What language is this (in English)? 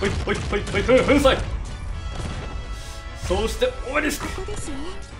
Japanese